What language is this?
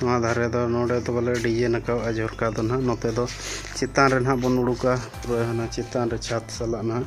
Santali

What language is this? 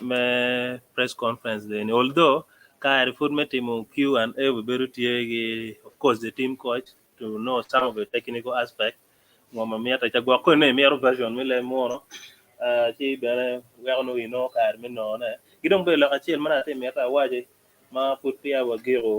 Acoli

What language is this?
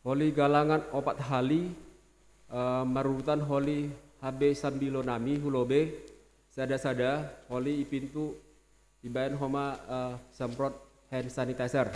Batak Simalungun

